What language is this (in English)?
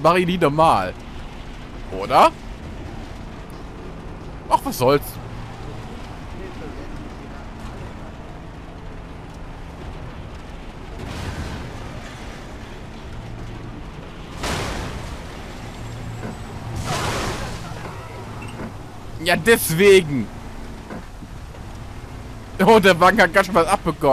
German